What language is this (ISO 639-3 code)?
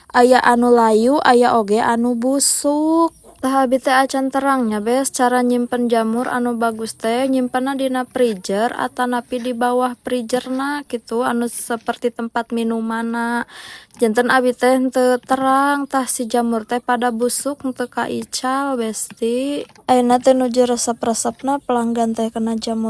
sun